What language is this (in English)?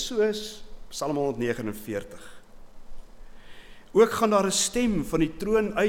Afrikaans